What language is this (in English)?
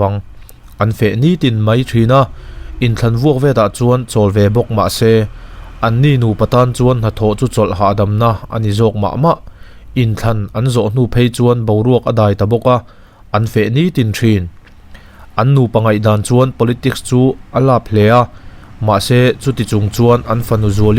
Mizo